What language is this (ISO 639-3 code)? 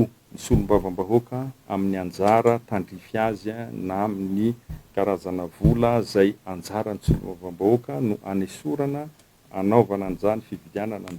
mlg